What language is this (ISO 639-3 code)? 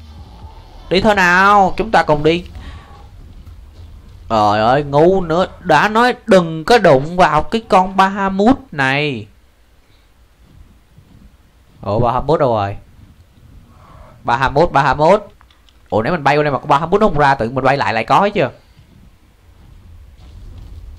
vie